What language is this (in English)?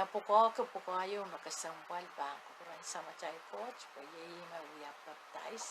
Pohnpeian